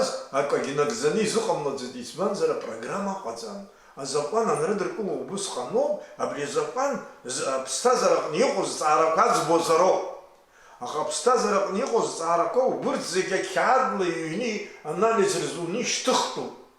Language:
Abkhazian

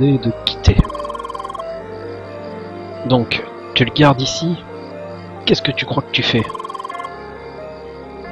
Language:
French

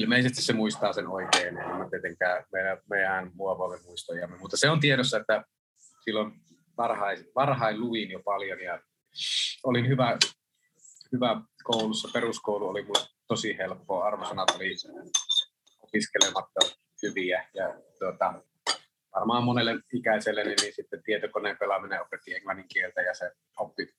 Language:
Finnish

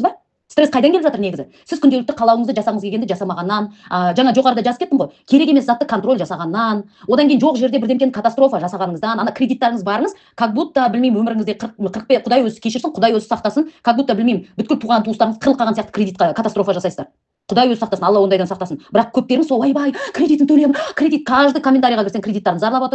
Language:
Kazakh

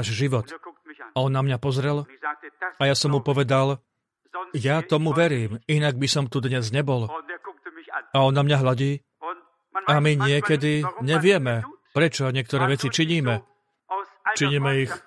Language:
Slovak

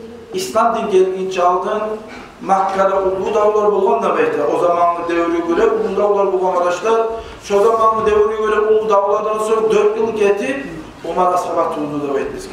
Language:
Kumyk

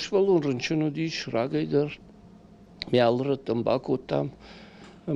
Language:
Ossetic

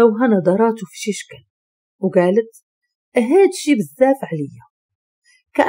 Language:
Moroccan Arabic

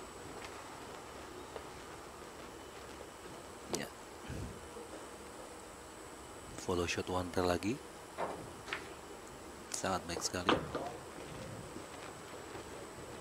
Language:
Indonesian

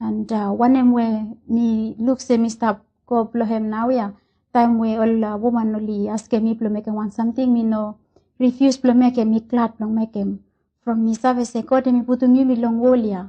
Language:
Bislama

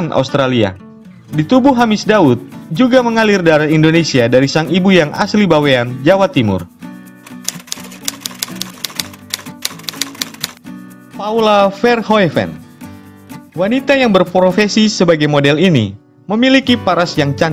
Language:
Indonesian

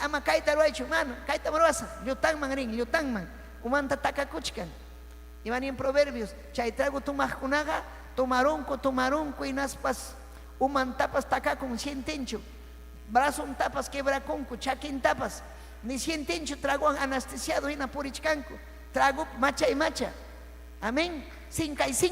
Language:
Ayacucho Quechua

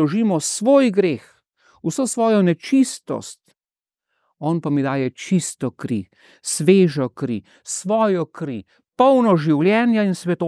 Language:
Slovenian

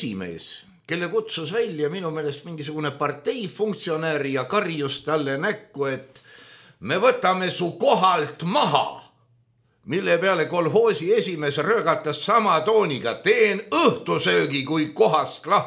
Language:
Estonian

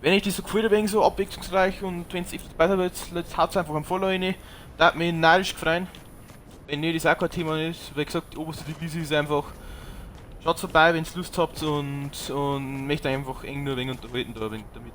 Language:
Bavarian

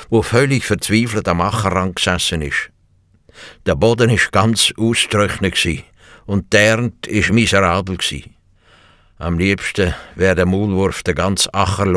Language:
Swiss German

